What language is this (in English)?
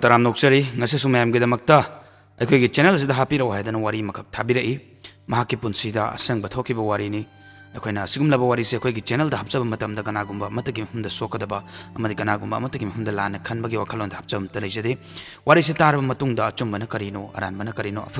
Manipuri